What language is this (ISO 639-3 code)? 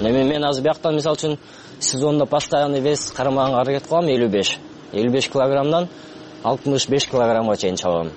kir